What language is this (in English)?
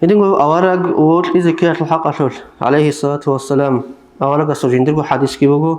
Avaric